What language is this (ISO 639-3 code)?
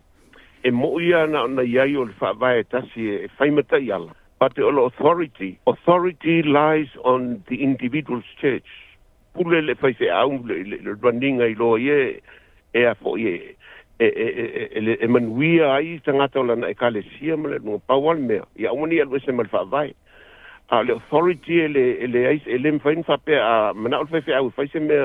smo